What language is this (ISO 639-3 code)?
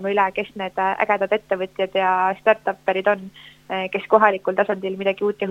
est